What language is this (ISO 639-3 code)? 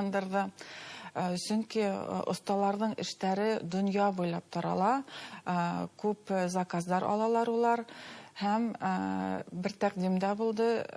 bak